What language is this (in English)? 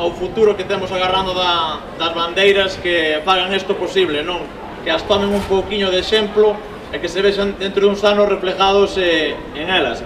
Galician